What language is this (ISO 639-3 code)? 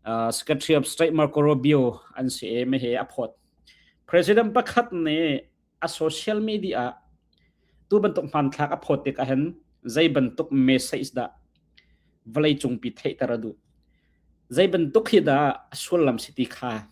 cnh